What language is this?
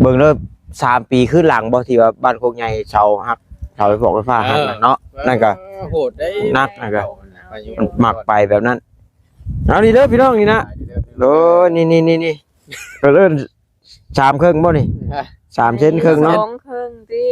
Lao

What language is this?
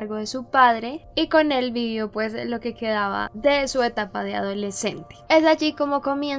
Spanish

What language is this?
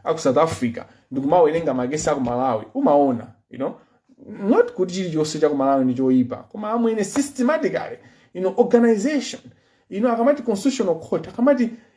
Nyanja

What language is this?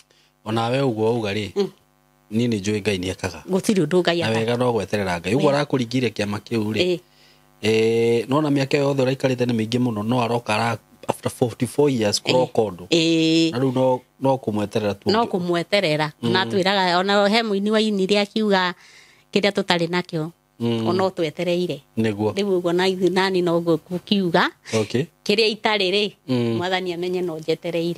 Kikuyu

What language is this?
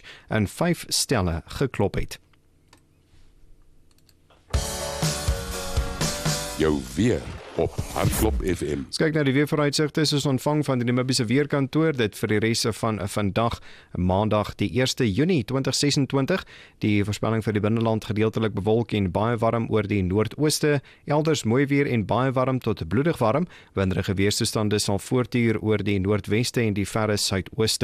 Afrikaans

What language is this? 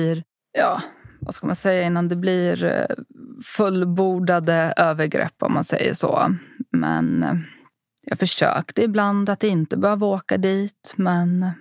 Swedish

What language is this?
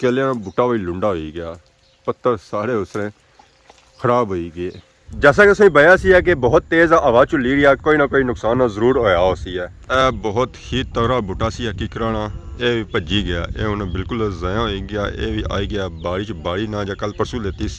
Pahari-Potwari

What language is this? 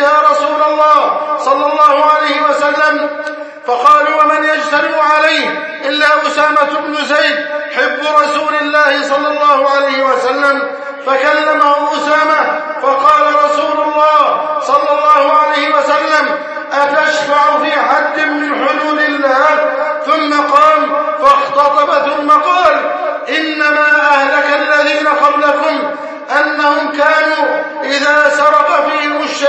Arabic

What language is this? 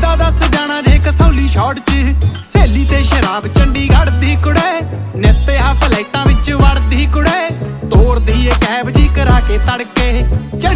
Punjabi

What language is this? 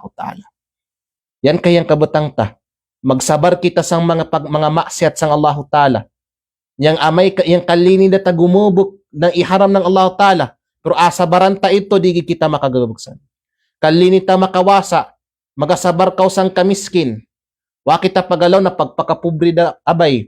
Kalagan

